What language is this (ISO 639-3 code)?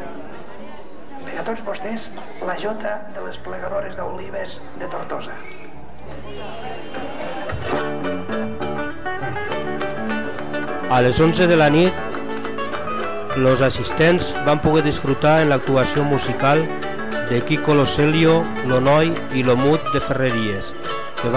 cat